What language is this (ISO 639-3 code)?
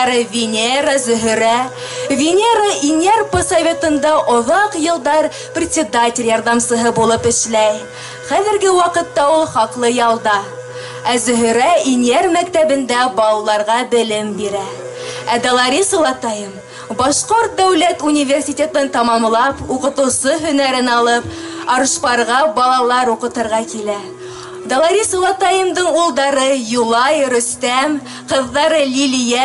bak